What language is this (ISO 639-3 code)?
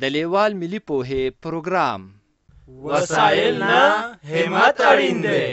pus